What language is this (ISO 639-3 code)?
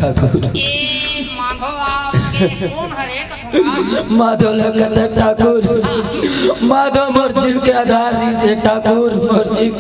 hne